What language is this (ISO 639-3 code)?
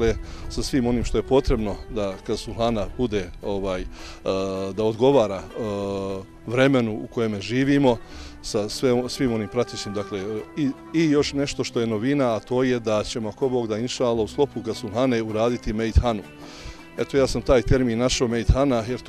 bos